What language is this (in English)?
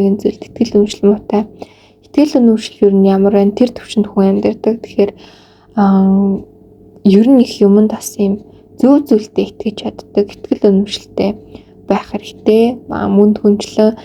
Mongolian